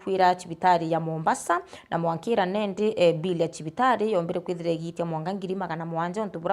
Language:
Meru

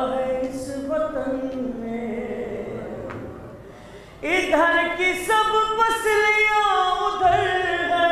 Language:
Urdu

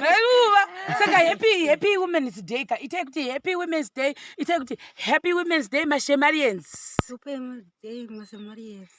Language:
Shona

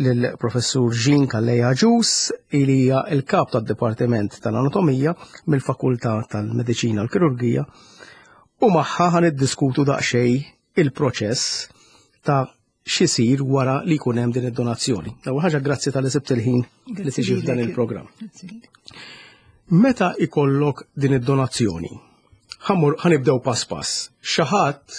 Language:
Maltese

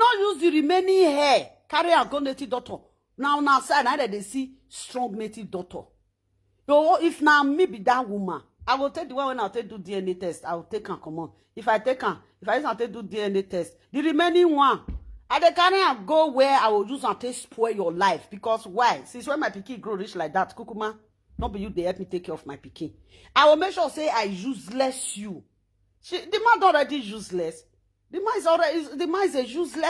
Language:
Nigerian Pidgin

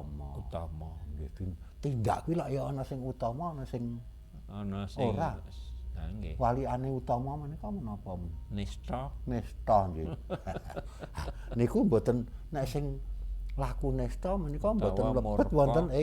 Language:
Javanese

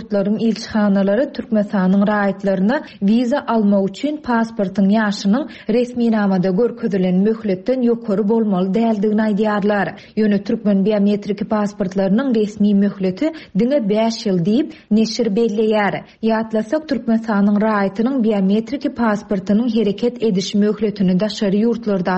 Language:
Turkmen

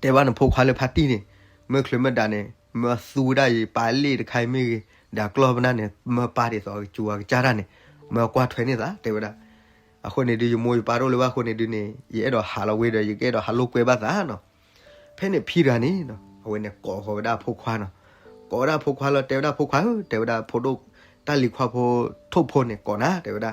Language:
S'gaw Karen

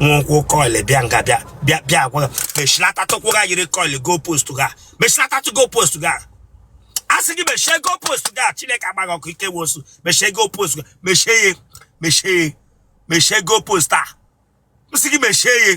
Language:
Igbo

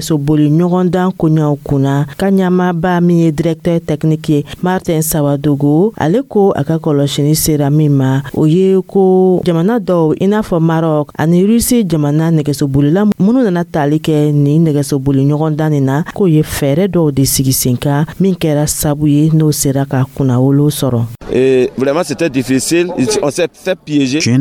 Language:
Dyula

